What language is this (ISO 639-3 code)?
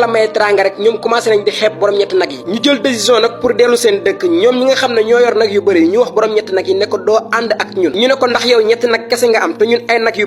wol